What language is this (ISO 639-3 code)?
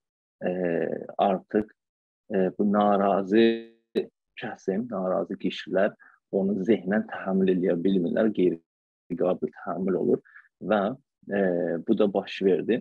azb